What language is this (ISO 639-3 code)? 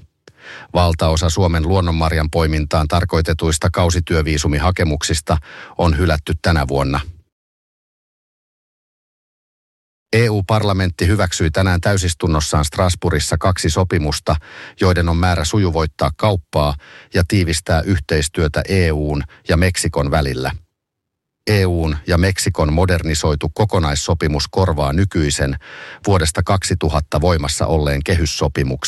fin